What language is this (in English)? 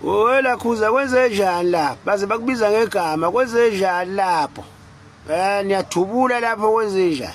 Zulu